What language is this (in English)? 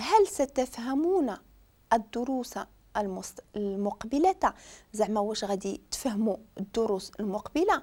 Moroccan Arabic